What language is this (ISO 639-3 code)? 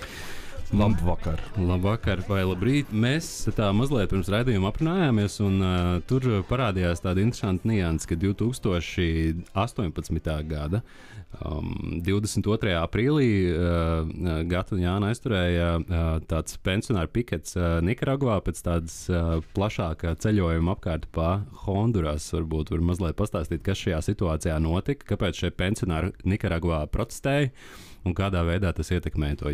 lav